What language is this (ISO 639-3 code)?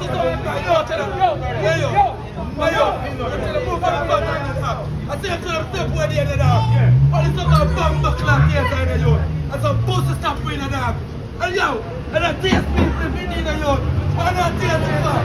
jam